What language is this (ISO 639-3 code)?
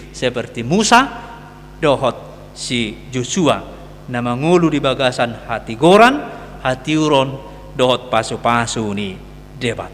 bbc